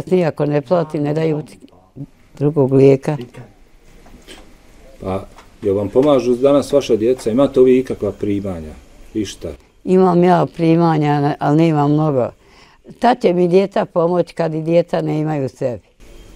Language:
Bosnian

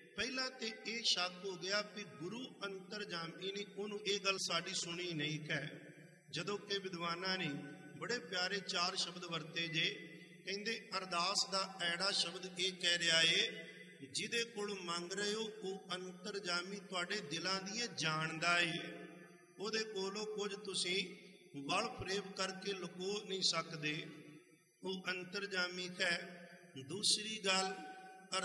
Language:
Punjabi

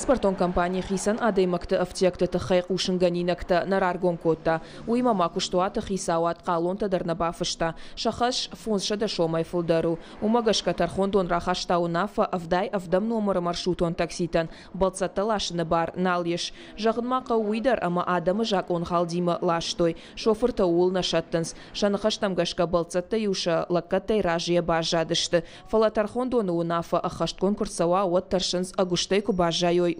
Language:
Ossetic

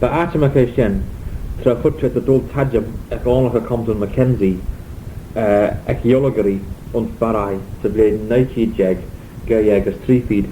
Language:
Manx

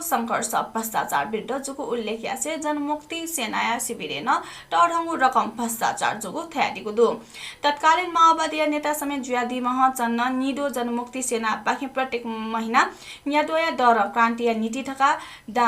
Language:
Newari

